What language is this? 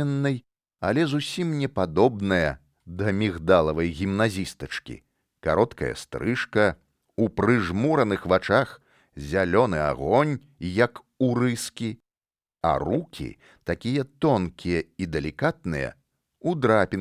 Belarusian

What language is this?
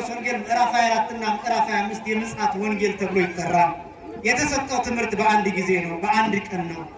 Amharic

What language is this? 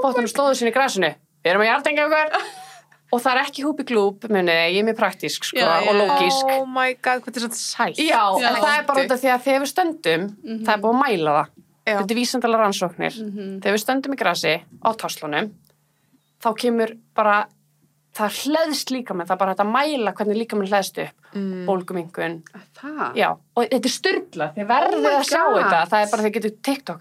Icelandic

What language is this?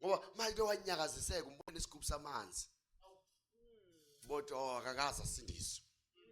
Zulu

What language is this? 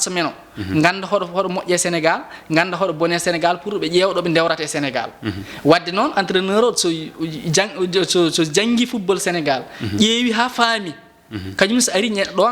Fula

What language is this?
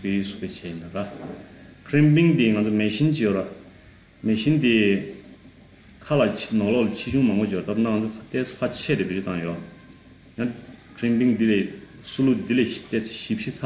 Tibetan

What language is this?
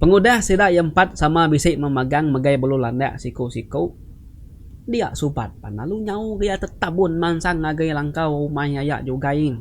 Iban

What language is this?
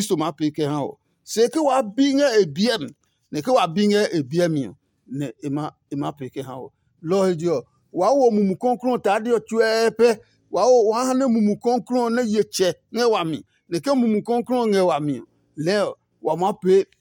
Adangme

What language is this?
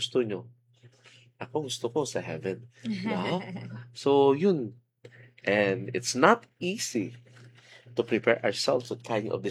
Filipino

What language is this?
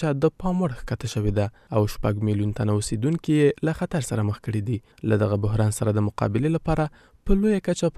Pashto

